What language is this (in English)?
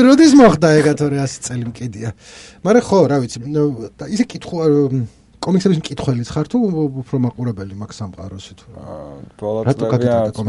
Georgian